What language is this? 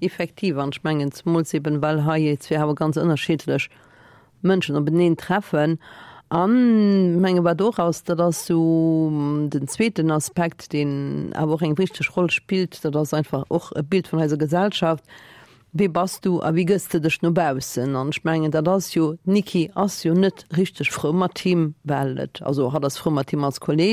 Luxembourgish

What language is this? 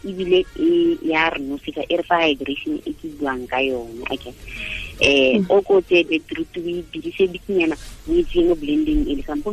Tswana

